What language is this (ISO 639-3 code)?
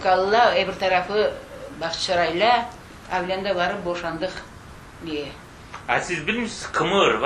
crh